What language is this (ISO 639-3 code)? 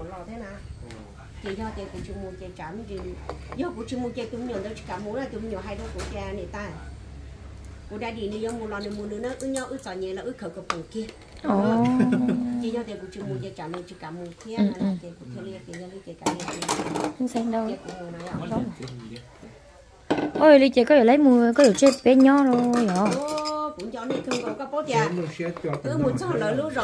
vie